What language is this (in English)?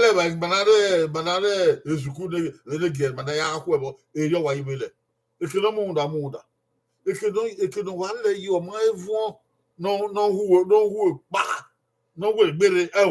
Bini